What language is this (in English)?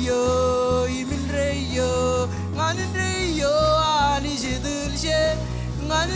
Marshallese